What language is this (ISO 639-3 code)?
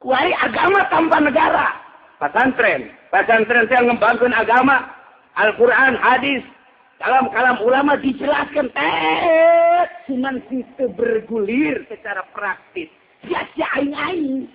sun